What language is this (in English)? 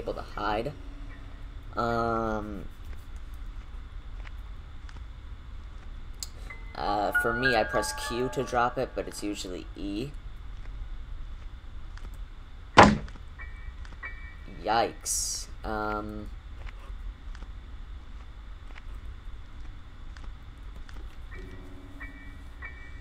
English